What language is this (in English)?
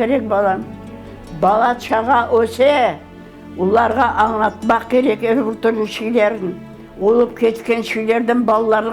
Crimean Tatar